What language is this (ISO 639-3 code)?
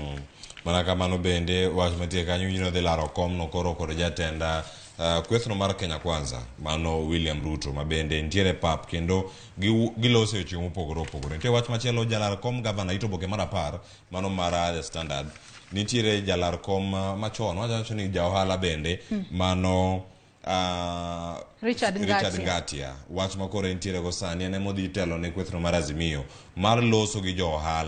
luo